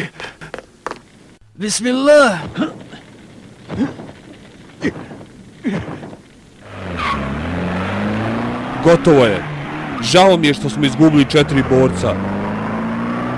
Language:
Bosnian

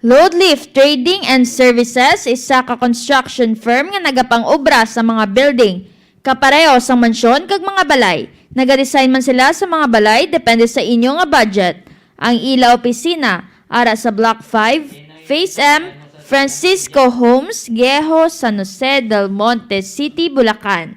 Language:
Hiligaynon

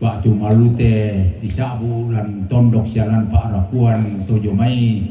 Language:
Toraja-Sa'dan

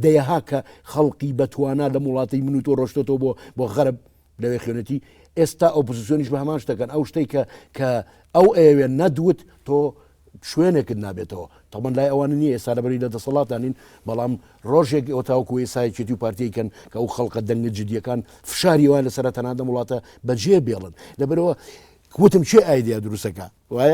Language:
Central Kurdish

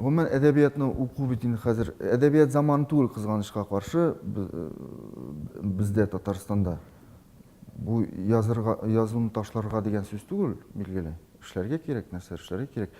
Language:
Tatar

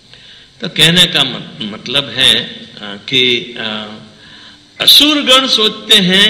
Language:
Hindi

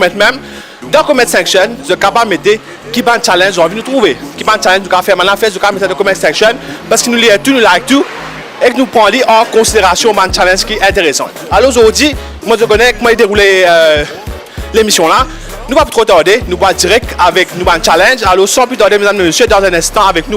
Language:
Morisyen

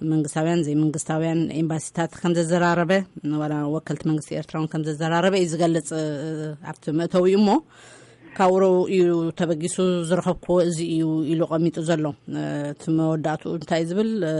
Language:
Tigrinya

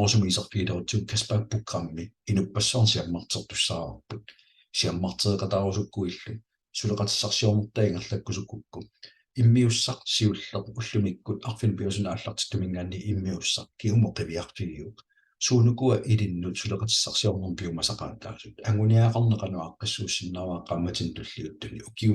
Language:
Kalaallisut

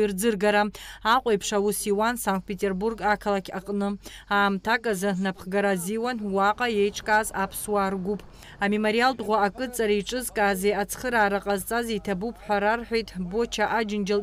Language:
Abkhazian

